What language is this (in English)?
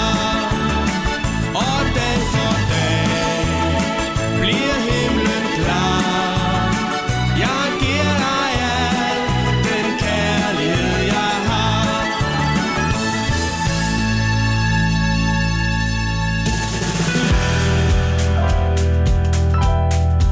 Danish